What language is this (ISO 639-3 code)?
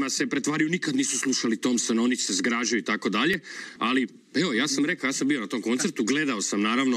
hrv